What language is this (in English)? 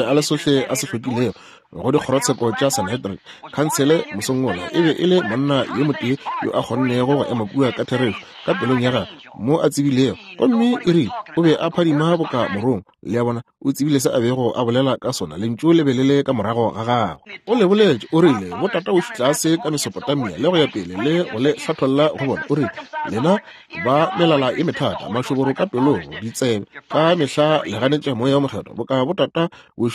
Northern Sotho